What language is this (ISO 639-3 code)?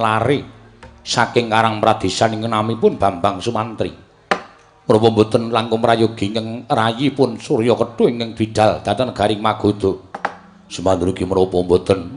jav